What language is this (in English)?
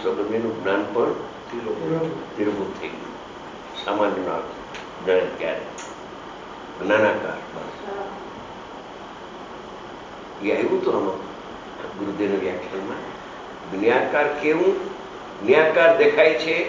Gujarati